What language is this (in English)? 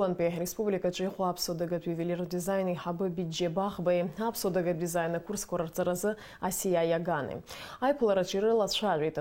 Abkhazian